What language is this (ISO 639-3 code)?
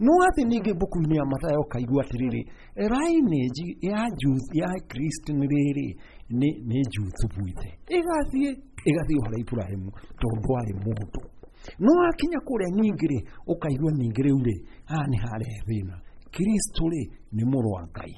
kik